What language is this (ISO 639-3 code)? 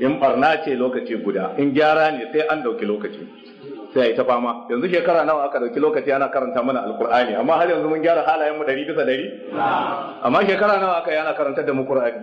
hau